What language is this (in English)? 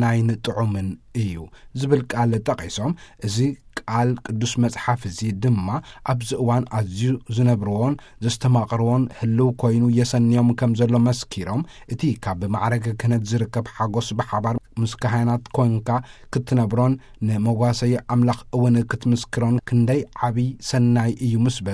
Tigrinya